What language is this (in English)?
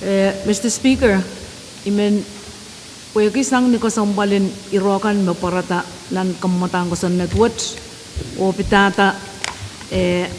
Pohnpeian